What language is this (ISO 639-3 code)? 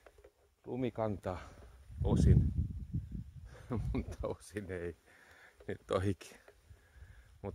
fin